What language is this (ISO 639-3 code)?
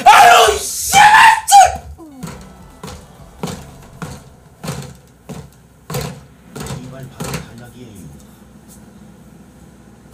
kor